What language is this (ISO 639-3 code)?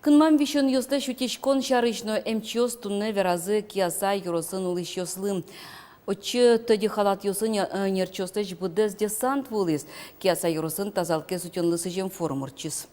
udm